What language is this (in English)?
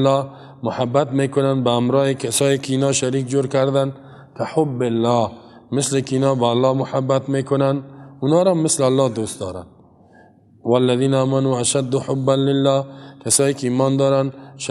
Persian